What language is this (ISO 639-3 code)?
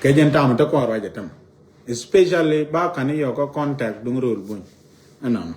nus